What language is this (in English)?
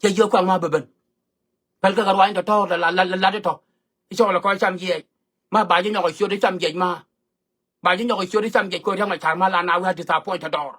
Nuer